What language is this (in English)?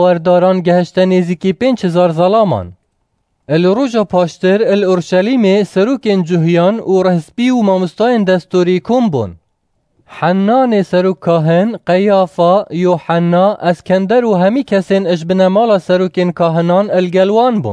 Kurdish